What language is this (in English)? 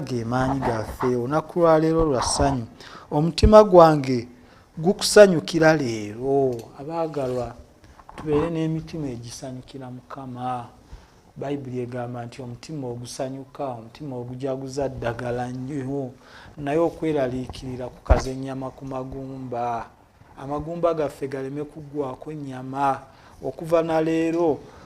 Ganda